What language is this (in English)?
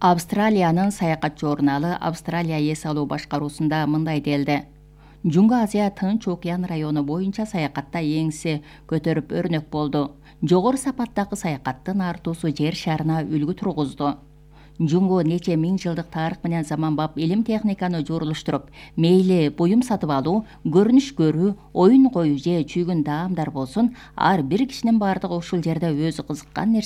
Kyrgyz